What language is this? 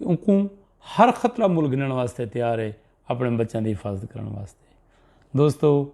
Saraiki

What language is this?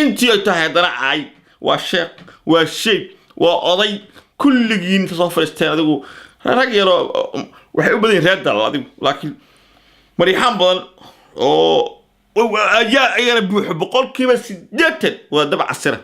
Somali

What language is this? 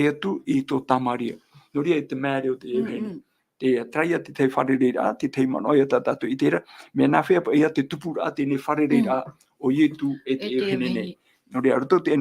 Tahitian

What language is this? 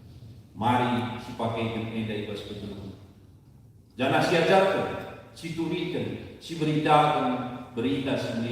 Batak Karo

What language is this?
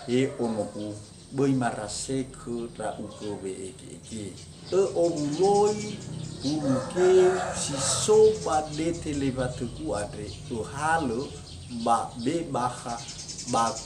Nias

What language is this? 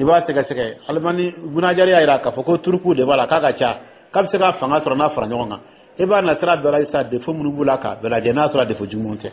Dyula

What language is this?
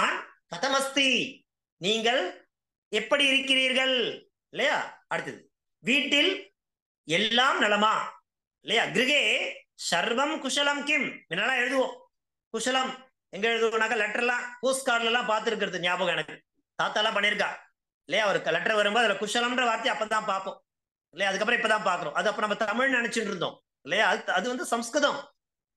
Tamil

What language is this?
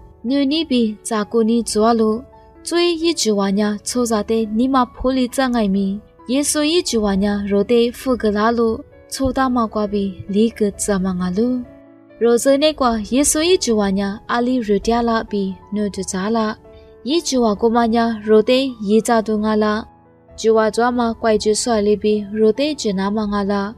Lisu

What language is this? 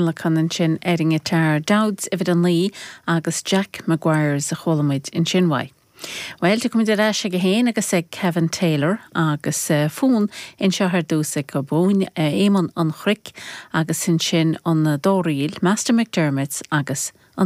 Irish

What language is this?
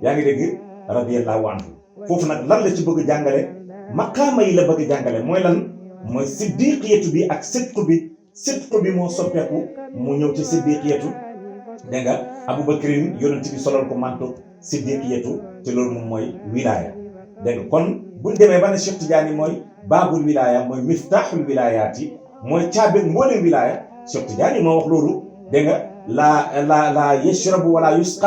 Wolof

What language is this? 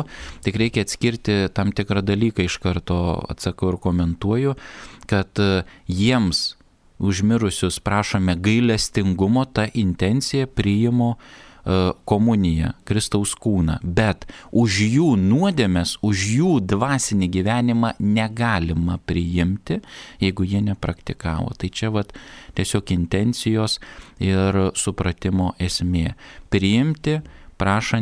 Lithuanian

